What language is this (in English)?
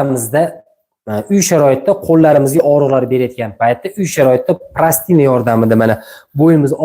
Uzbek